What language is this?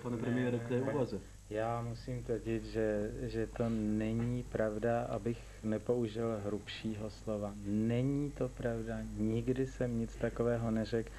Czech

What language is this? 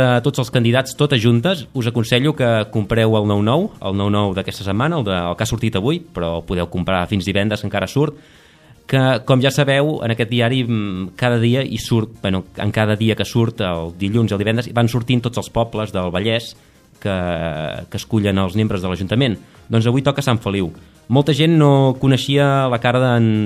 Catalan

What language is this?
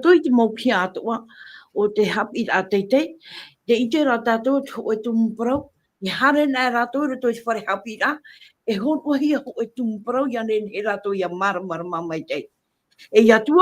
Tahitian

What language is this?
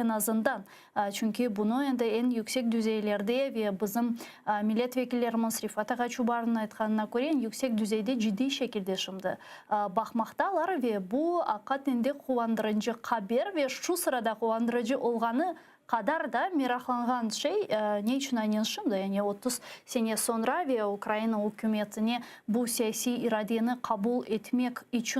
Crimean Tatar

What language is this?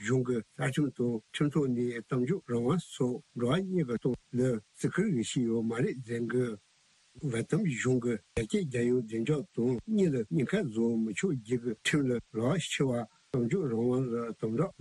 Tibetan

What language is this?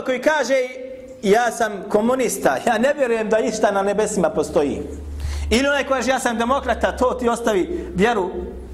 Bosnian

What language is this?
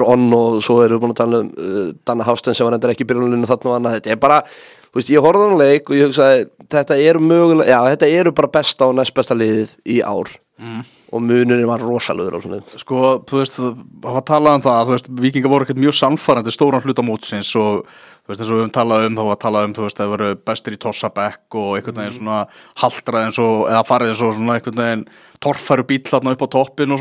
Icelandic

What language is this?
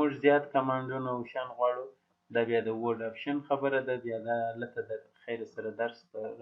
Pashto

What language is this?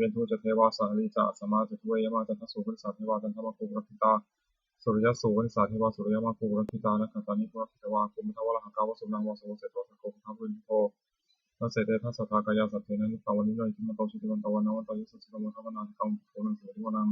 Pali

